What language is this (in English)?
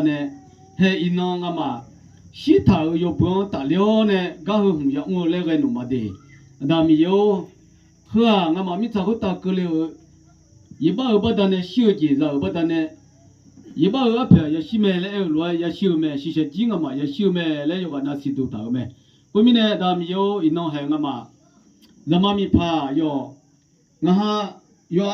Akha